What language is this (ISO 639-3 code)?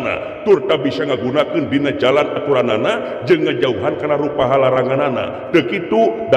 sun